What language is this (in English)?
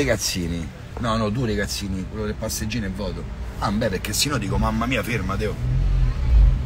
Italian